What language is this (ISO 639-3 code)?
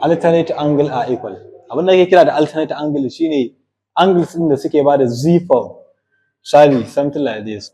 hau